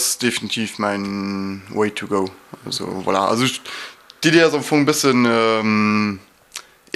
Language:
Luxembourgish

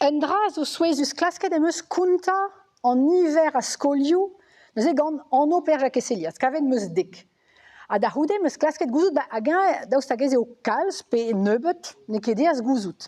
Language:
Breton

